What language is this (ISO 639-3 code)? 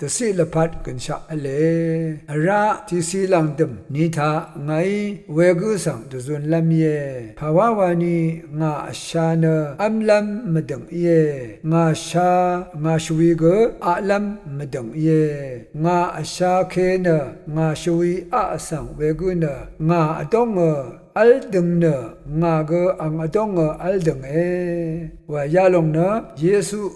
raw